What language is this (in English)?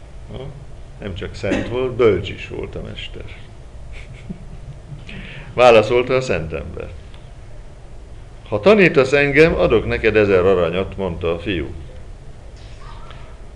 Hungarian